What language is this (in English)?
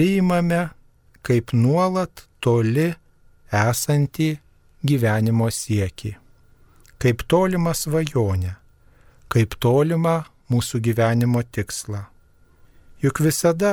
Lithuanian